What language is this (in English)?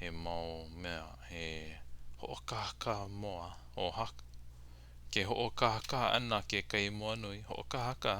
Hawaiian